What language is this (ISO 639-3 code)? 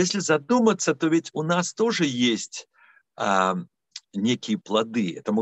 rus